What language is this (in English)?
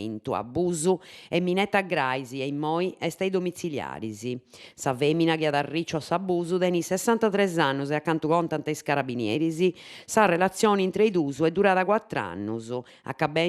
Sardinian